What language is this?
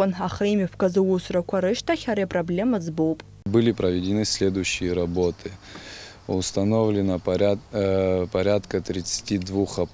Abkhazian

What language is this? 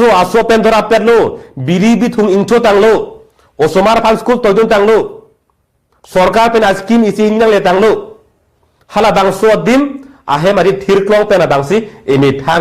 Karbi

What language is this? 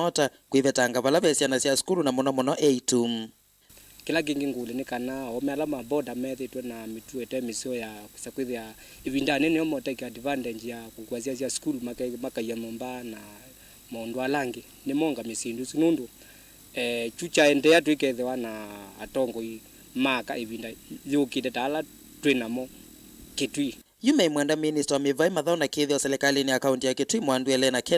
Kamba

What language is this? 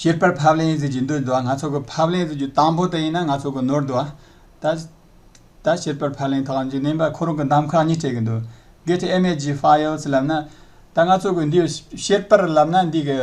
Tibetan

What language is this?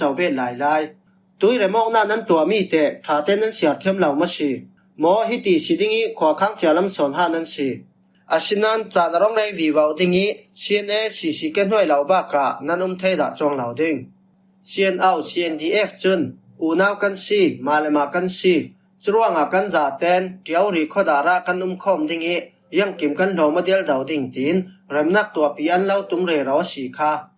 Falam Chin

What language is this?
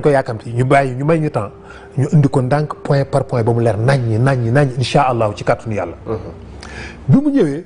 Wolof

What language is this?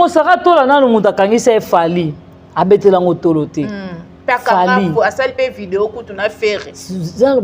Lingala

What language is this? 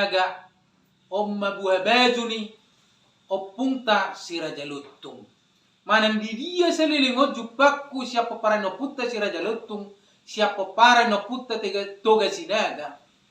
Batak Toba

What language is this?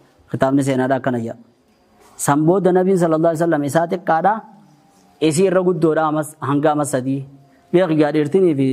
Oromo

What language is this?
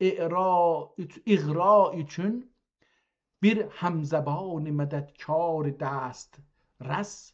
South Azerbaijani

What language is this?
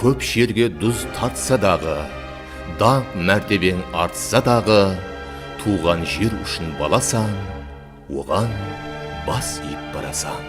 Kara-Kalpak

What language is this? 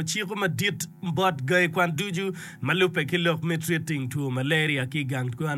Acoli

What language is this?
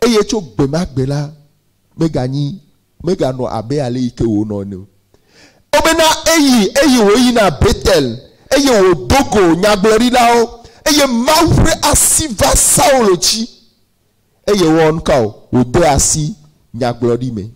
Ewe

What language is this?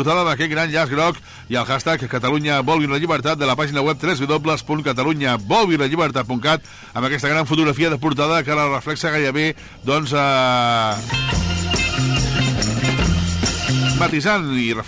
Catalan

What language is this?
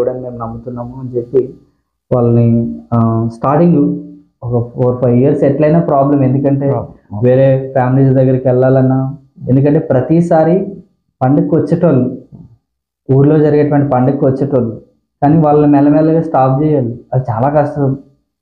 Telugu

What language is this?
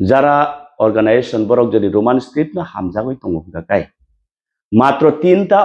Kok Borok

